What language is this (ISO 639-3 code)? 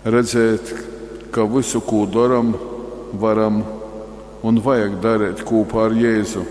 ltg